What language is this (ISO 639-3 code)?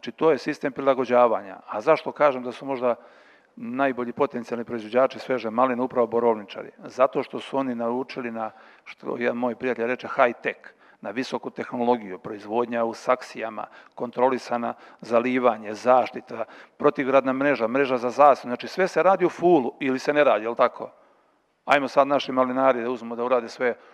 srp